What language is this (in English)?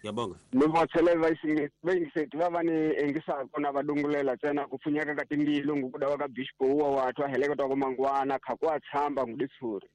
Tsonga